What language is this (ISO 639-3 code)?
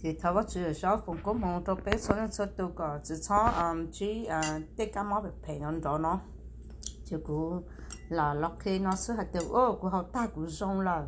hmn